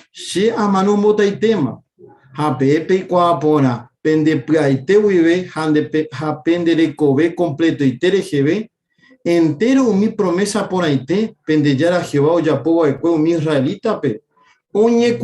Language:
Guarani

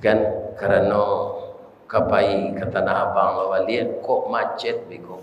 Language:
Minangkabau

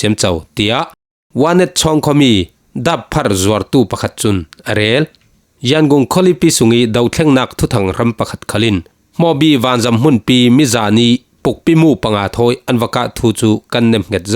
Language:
Falam Chin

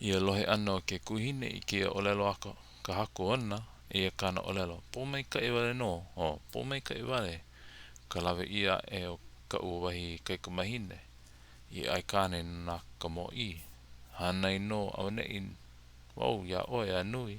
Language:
Hawaiian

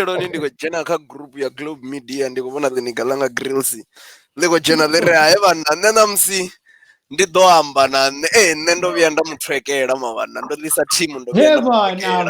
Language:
Venda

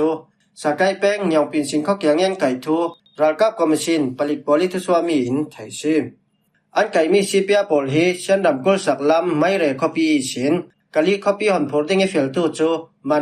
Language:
Falam Chin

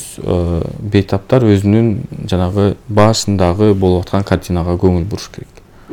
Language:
Kyrgyz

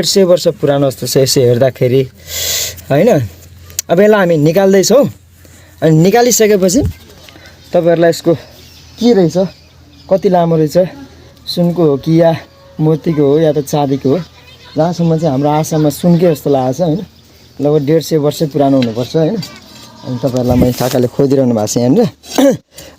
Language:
Nepali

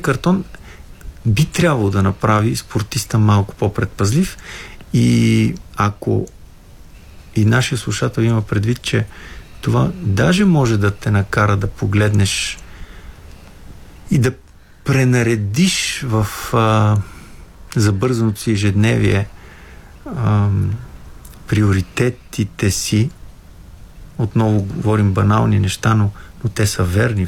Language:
Bulgarian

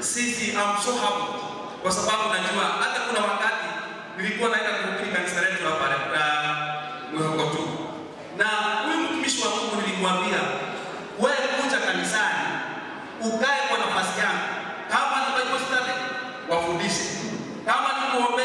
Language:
Swahili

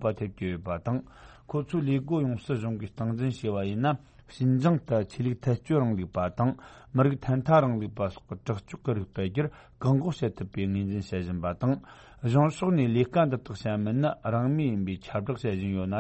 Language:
Tibetan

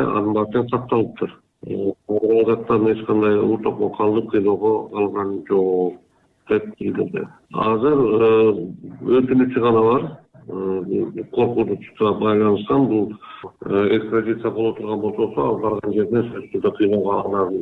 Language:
Kyrgyz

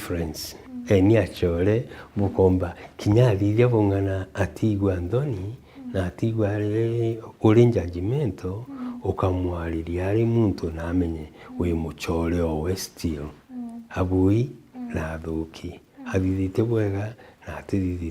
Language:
Meru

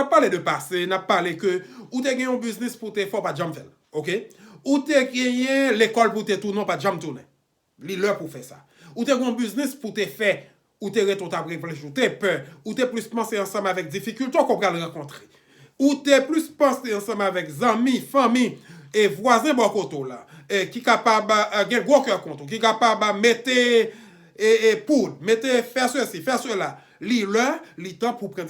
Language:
Haitian Creole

